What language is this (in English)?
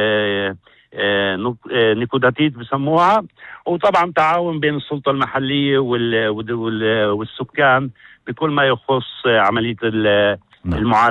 North Levantine Arabic